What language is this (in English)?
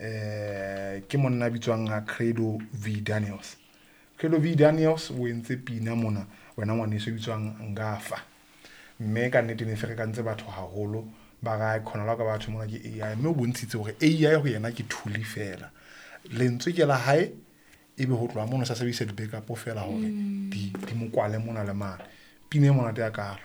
Southern Sotho